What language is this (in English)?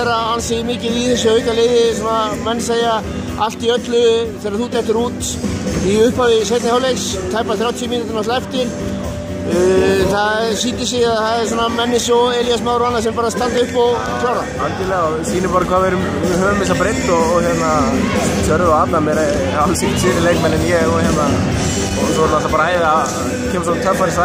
Icelandic